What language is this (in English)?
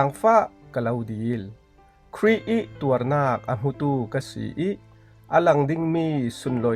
Falam Chin